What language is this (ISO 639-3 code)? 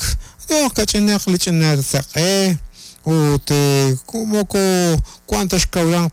kek